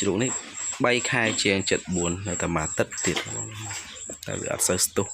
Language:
Khmer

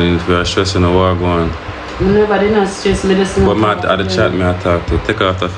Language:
Jamaican Creole English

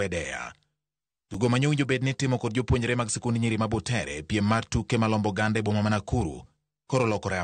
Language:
Luo (Kenya and Tanzania)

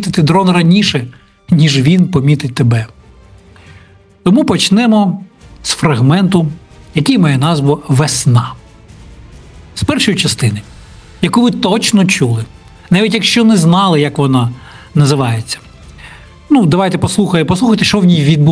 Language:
Ukrainian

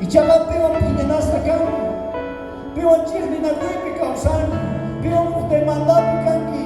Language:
South Bolivian Quechua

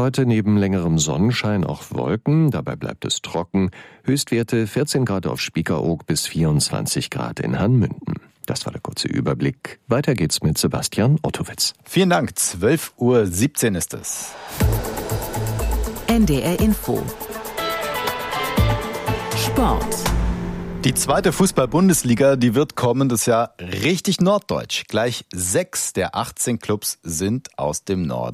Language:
German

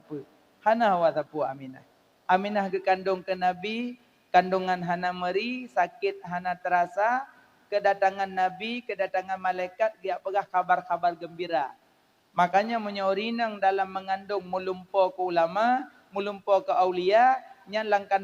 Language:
Achinese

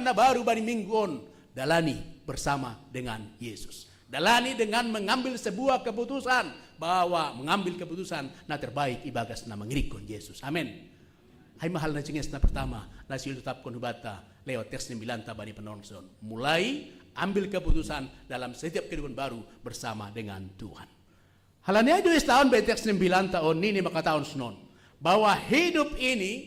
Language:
Batak Simalungun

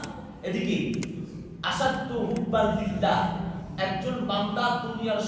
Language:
Bangla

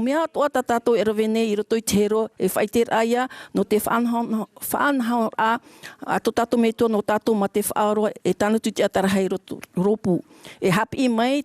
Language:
Tahitian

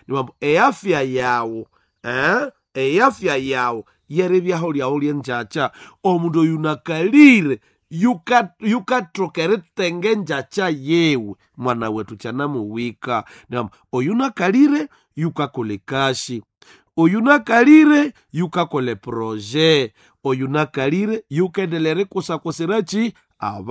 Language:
Nande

